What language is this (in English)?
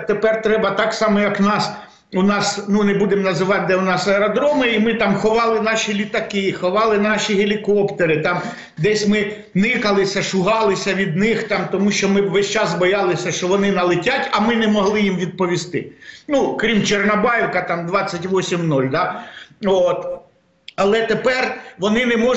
Ukrainian